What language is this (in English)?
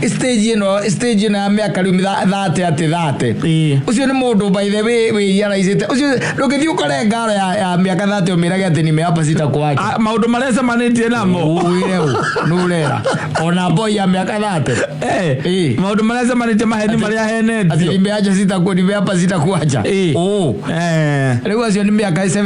Kikuyu